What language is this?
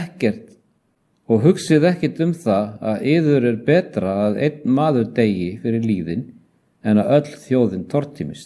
Icelandic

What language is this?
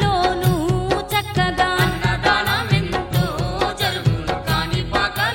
Telugu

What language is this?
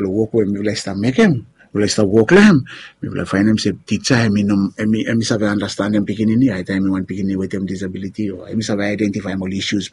Bislama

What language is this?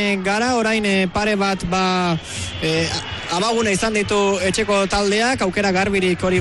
Basque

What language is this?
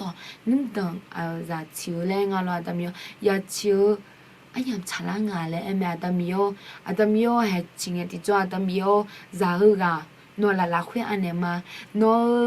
Akha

